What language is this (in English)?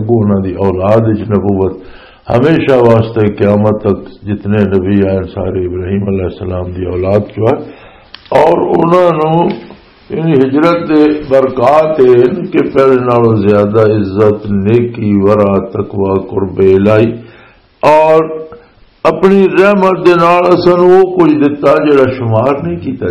Western Panjabi